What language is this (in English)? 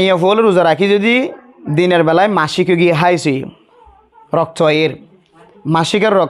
Rohingya